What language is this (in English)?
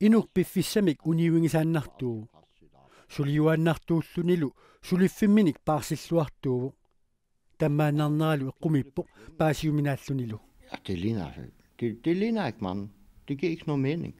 Kalaallisut